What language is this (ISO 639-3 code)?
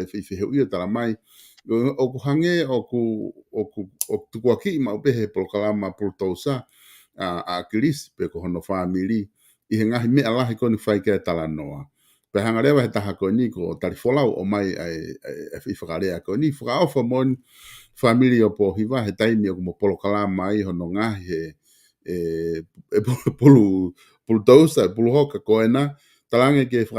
ton